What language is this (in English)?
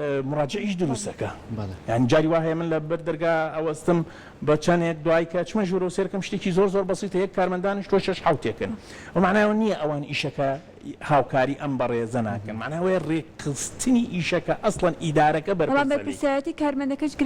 Central Kurdish